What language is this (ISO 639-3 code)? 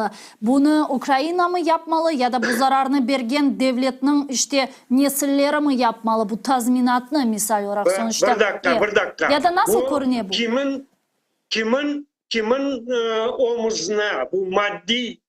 crh